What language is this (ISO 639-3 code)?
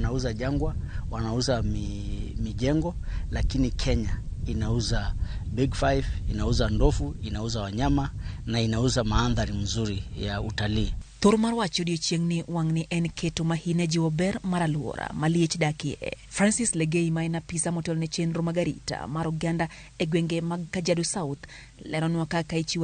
luo